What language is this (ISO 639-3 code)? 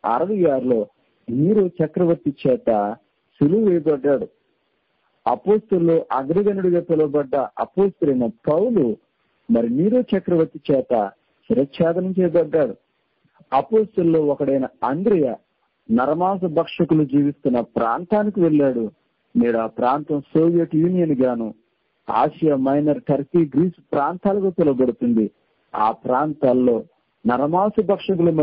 tel